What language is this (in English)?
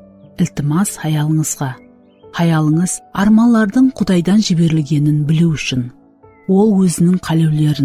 Kara-Kalpak